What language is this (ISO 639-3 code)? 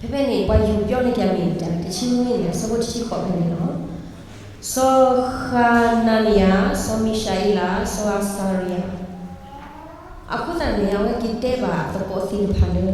ksw